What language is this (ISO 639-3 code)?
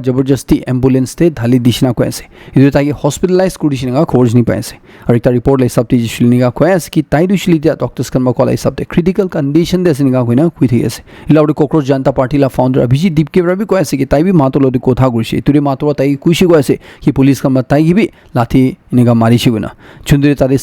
nag